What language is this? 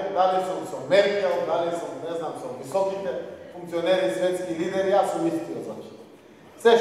Macedonian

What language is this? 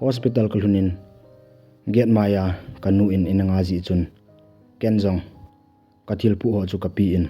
Thado Chin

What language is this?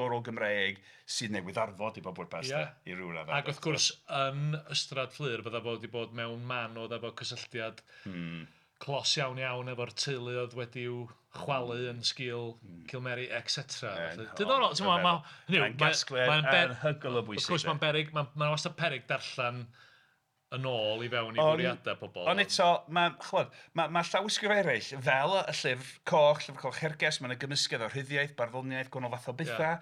Welsh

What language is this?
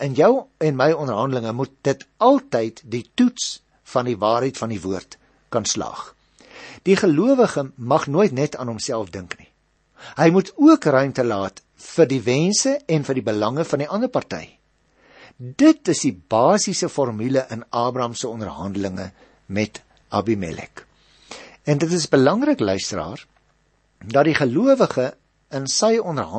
Afrikaans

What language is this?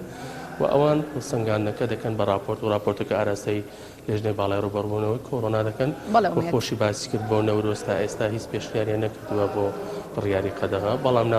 Central Kurdish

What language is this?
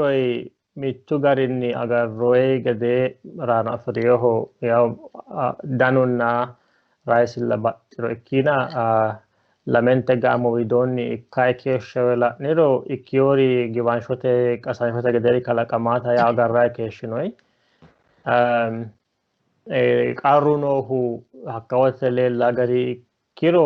Sidamo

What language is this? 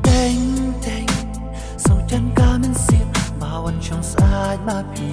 Khasi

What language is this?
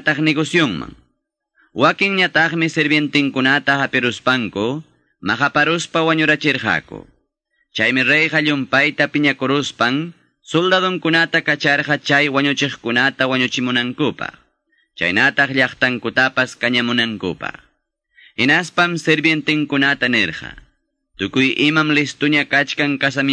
Quechua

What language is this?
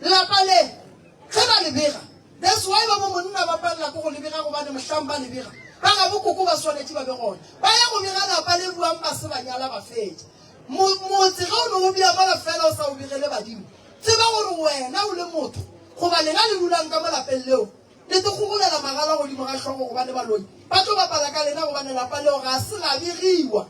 Northern Sotho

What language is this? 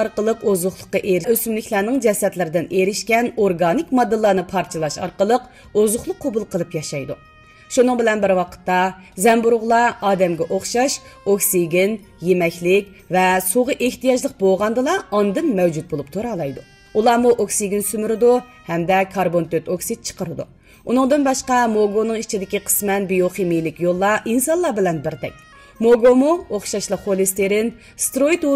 Uyghur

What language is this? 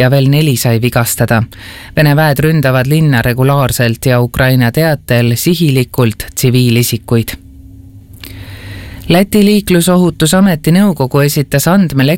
Estonian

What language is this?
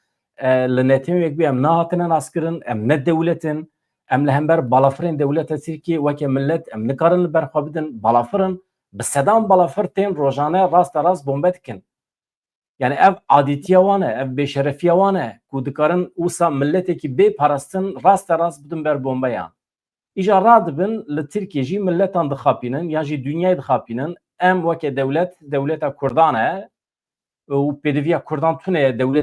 Kurdish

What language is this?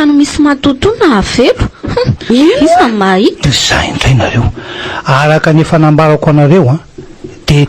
Malagasy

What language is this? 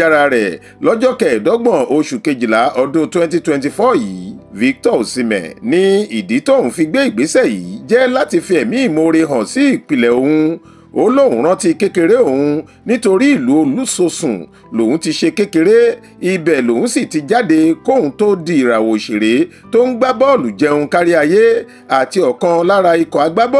Yoruba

